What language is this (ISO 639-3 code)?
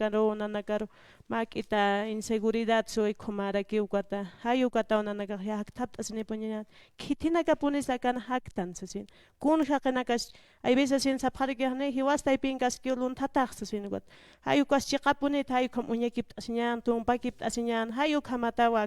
aym